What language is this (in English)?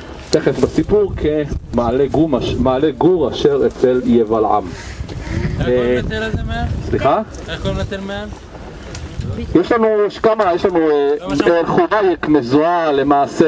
Hebrew